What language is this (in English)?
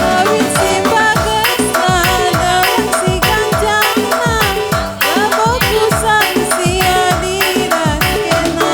Batak Karo